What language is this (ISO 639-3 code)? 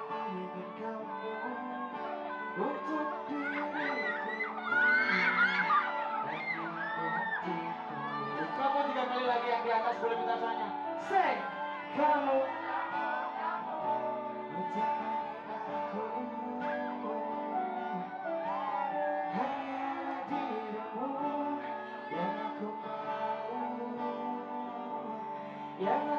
ind